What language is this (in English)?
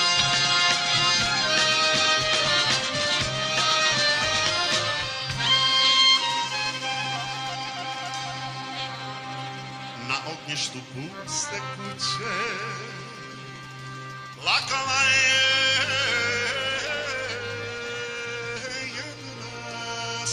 Serbian